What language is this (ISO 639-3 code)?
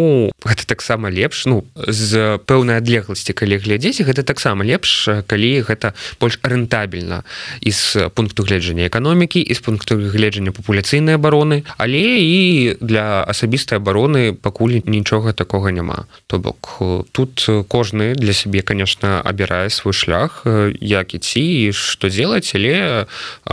bel